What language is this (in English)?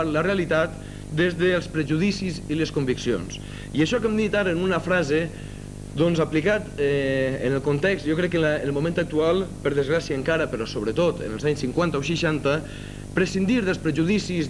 Catalan